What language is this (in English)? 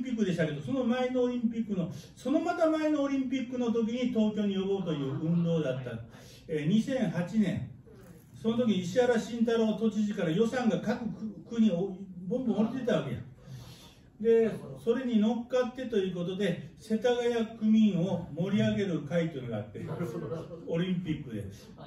Japanese